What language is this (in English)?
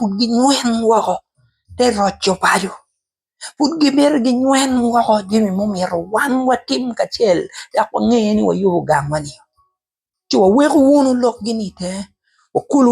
Acoli